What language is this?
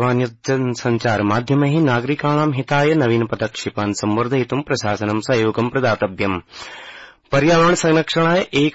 Sanskrit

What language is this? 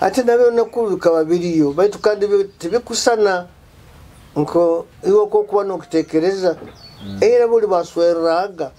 Nyoro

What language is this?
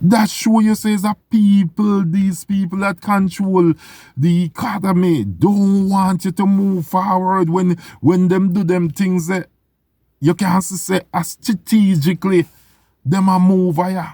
Jamaican Creole English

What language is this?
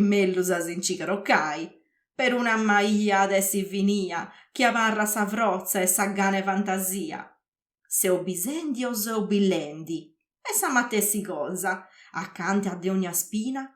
Sardinian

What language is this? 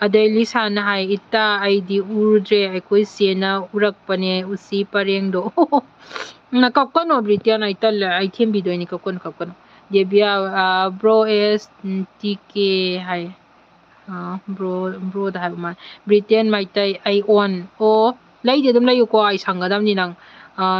Manipuri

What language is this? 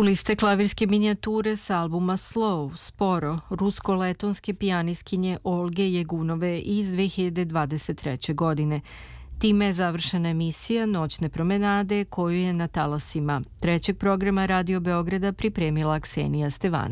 Serbian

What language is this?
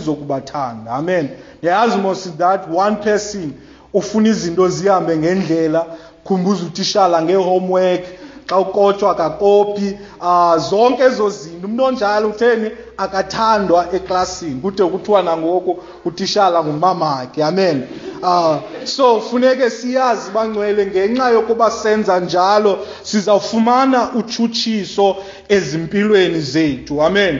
Xhosa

